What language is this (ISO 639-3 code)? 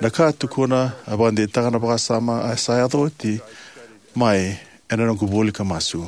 fij